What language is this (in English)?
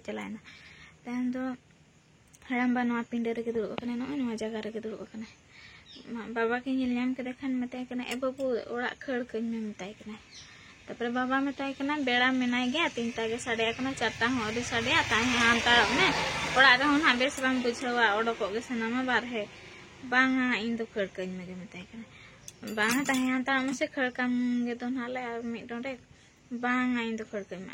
Santali